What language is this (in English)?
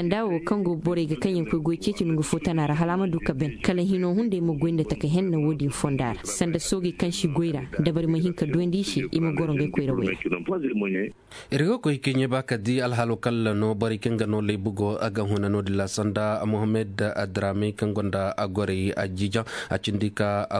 Koyraboro Senni